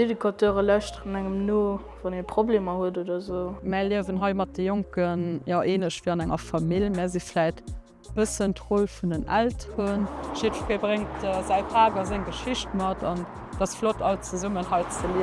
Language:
Luxembourgish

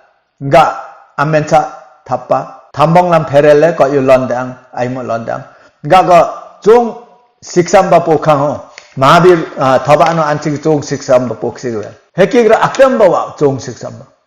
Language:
Limbu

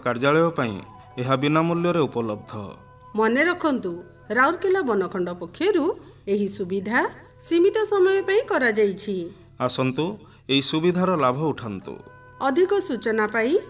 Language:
Odia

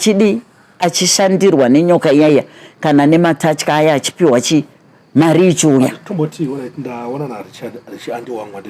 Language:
Shona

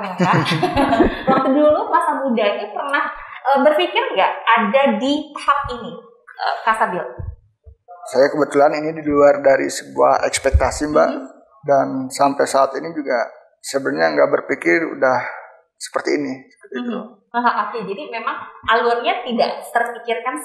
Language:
Indonesian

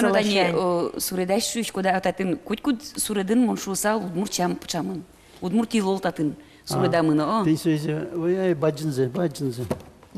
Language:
Udmurt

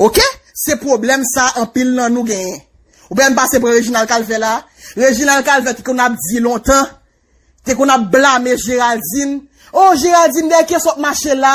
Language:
Haitian Creole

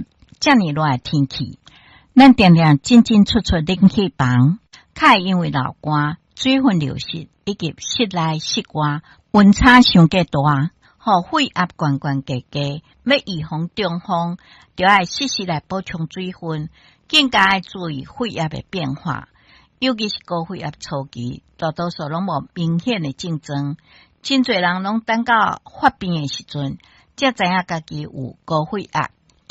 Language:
Min Nan Chinese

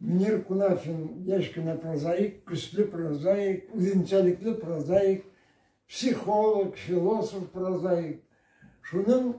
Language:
Bashkir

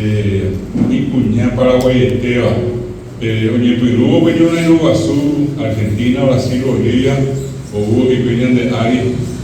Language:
Guarani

